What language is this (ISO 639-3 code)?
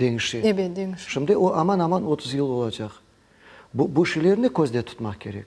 crh